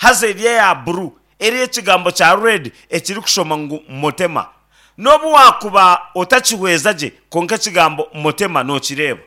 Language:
Nyankole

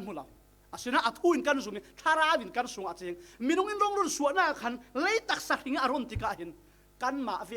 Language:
Falam Chin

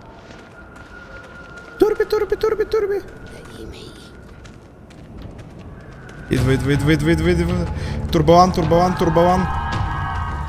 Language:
Bulgarian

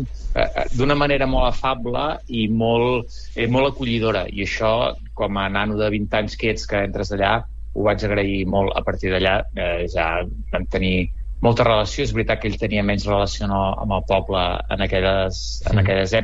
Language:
Catalan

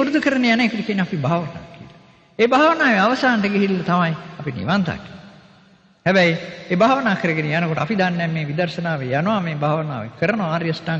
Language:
Sinhala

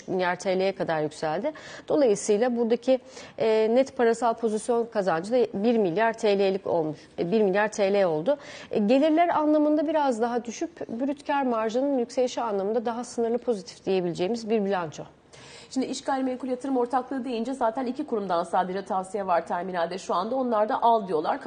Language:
Turkish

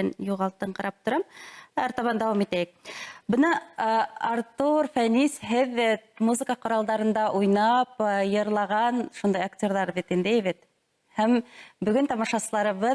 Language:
Bashkir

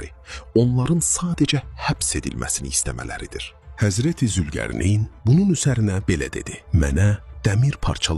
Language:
Azerbaijani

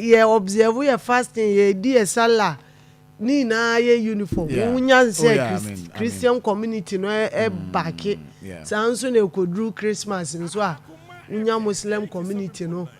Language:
Akan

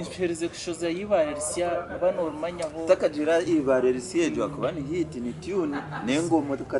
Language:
Nyankole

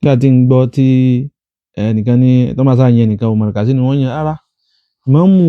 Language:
Yoruba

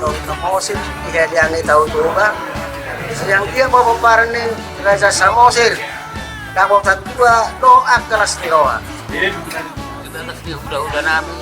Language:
Batak Toba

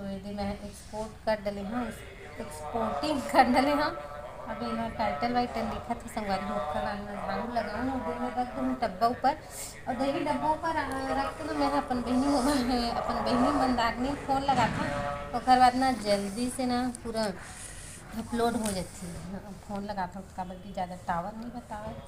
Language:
Chhattisgarhi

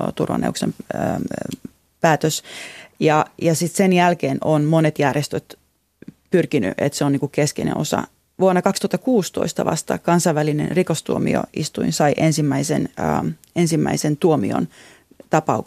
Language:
Finnish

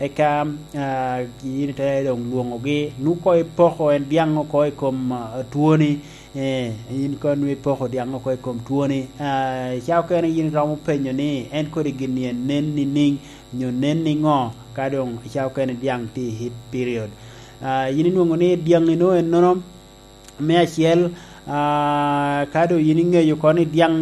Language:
Lango (Uganda)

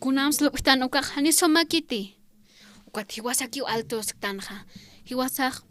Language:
Aymara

